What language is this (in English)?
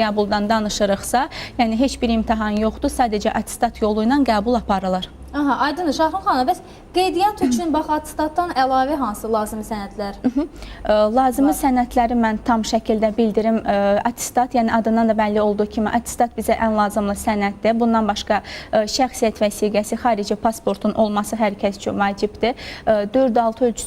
Azerbaijani